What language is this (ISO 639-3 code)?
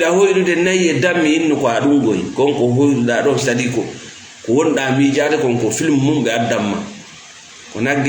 ful